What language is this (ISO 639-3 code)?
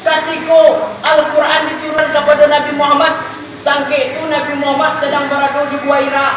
min